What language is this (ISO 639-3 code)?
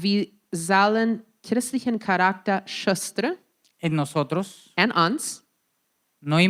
pdt